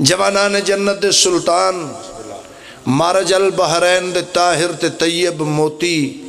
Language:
Pahari-Potwari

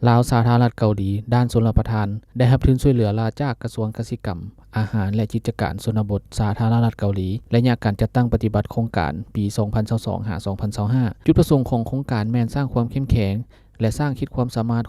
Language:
Lao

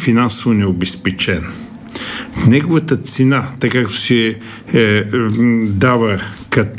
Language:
Bulgarian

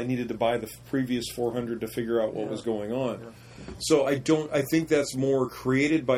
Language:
English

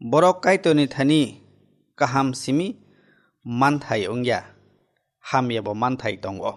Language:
Kok Borok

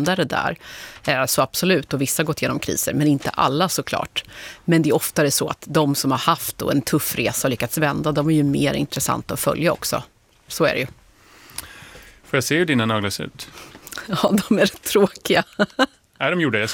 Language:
Swedish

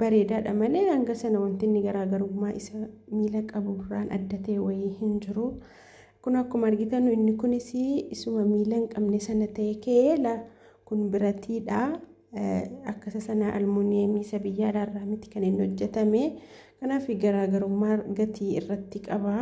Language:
Oromo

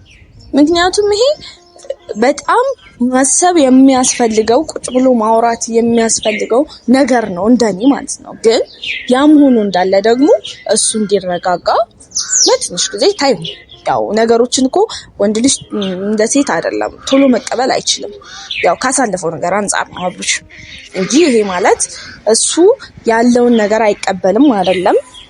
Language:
Amharic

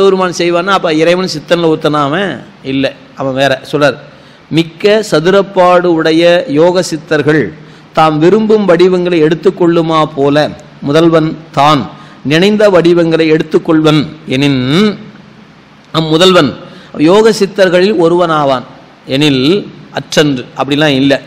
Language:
Tamil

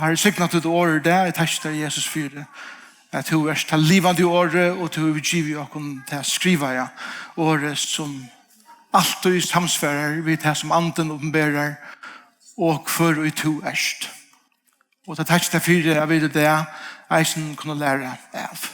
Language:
Faroese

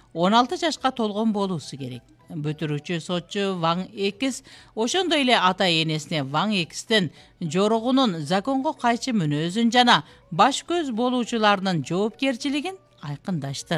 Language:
Kyrgyz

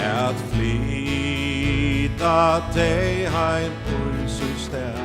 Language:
Faroese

